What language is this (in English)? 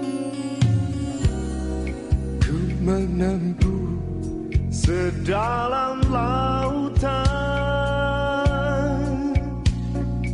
Indonesian